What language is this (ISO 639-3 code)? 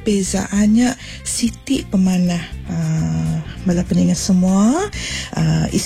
iba